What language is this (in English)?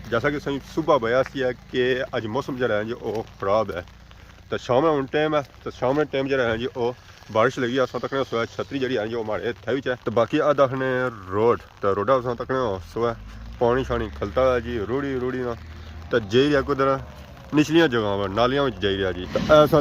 Pahari-Potwari